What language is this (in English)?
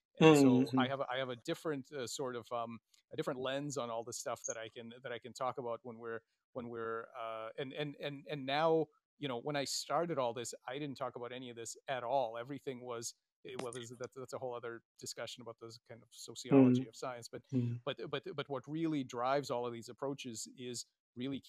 English